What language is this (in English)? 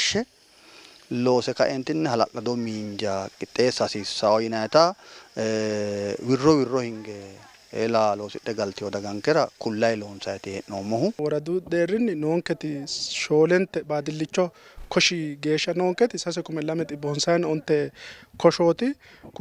Sidamo